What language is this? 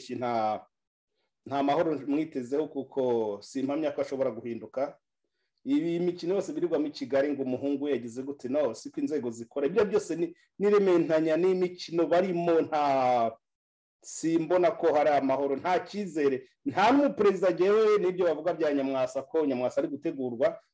Kinyarwanda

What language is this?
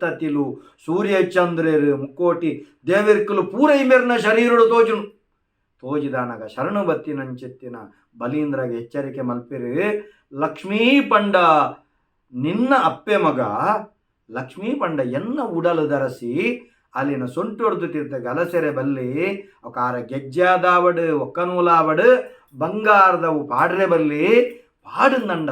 Tulu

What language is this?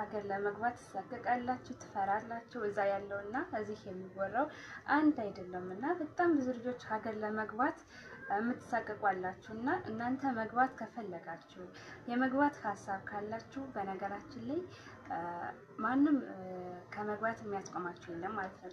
Amharic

